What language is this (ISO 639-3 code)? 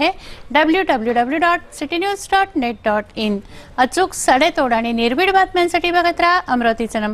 mar